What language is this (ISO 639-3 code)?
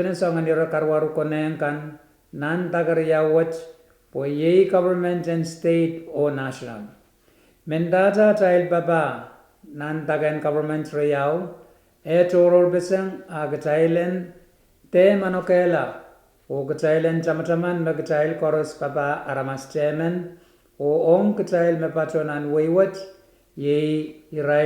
pon